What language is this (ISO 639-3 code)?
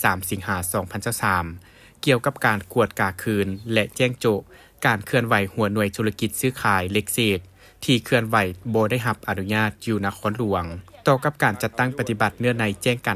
lao